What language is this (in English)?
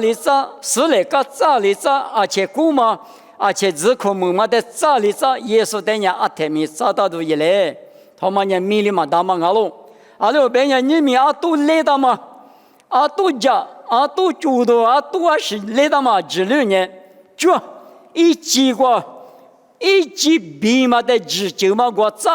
Lisu